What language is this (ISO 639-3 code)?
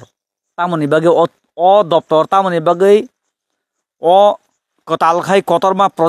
trp